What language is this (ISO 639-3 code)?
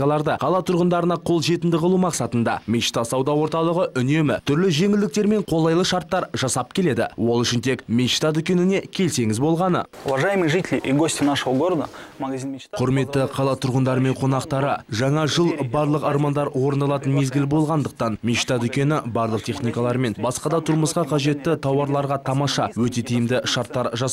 kaz